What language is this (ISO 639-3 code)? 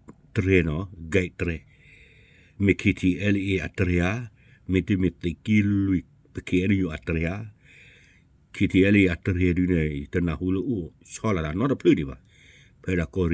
ksw